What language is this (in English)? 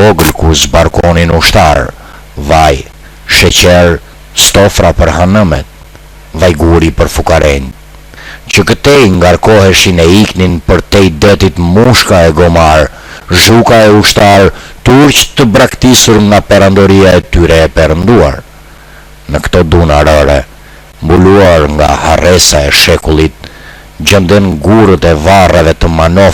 Albanian